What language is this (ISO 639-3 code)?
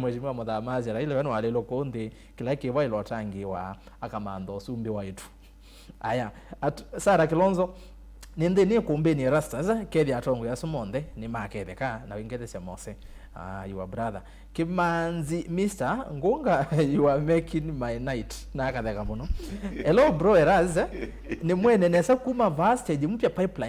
kam